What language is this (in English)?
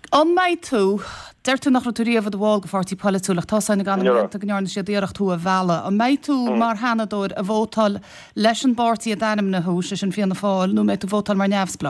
Irish